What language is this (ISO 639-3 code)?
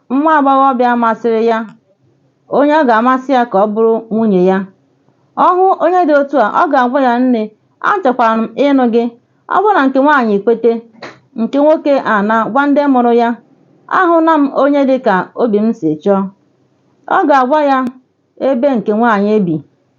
ibo